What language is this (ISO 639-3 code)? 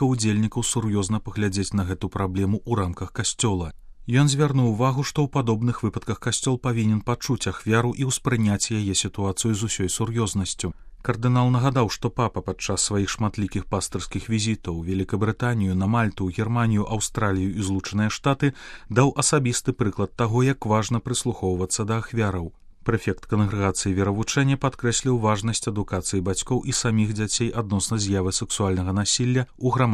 bel